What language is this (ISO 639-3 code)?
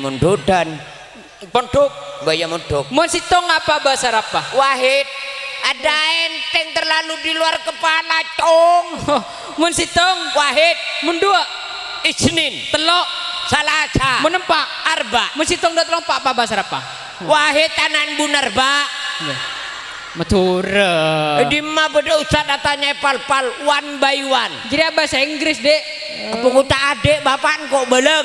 mad